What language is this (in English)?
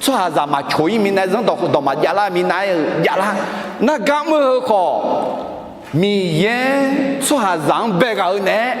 Akha